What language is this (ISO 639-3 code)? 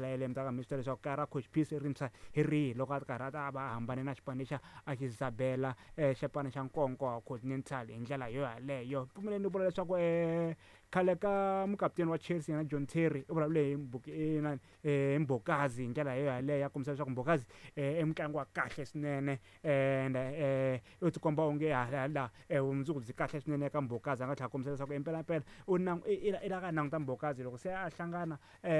tso